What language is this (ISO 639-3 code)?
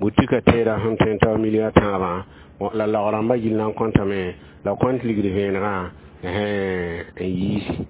mos